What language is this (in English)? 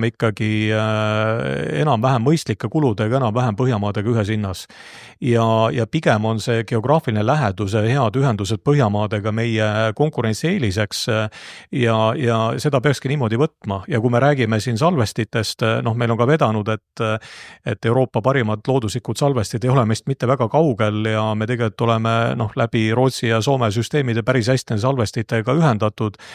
Estonian